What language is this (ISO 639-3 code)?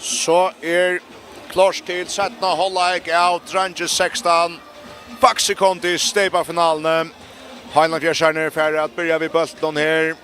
fao